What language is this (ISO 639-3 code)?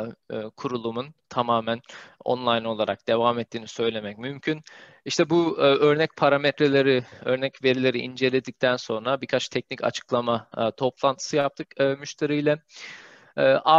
tur